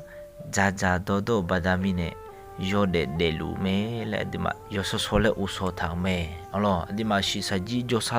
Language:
Akha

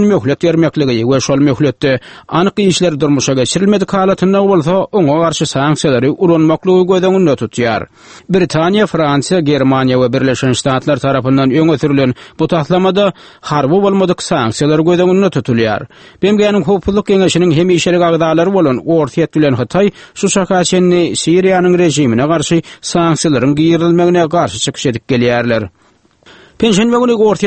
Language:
Turkmen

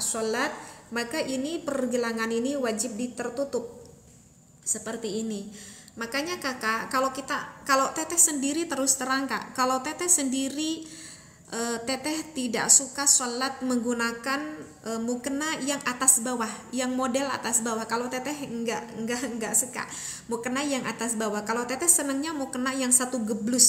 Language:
Indonesian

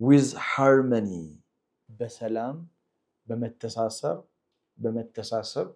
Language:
Amharic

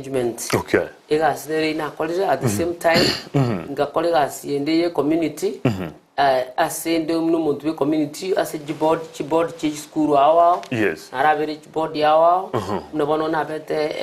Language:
Gusii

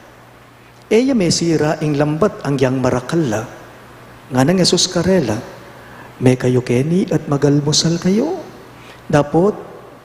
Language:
Pampanga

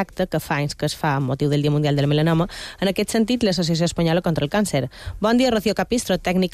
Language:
Catalan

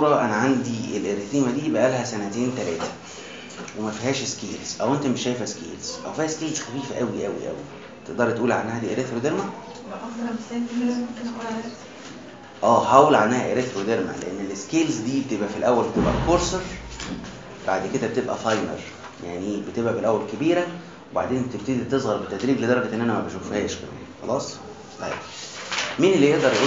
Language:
Egyptian Arabic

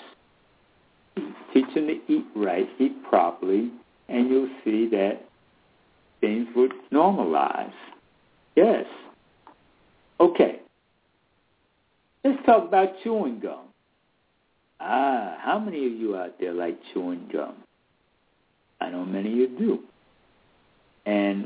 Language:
English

